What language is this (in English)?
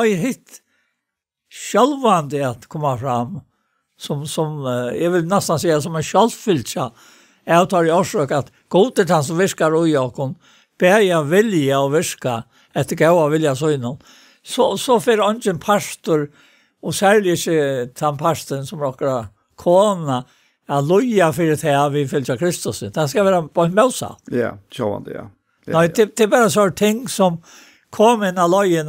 Faroese